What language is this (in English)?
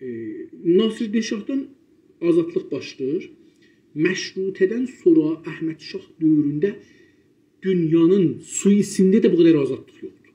South Azerbaijani